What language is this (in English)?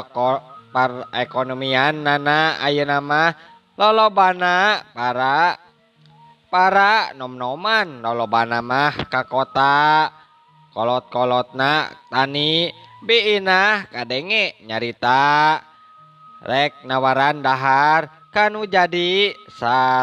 Sundanese